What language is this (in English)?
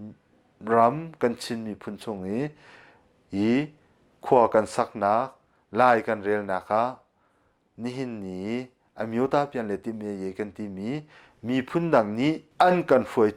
Hakha Chin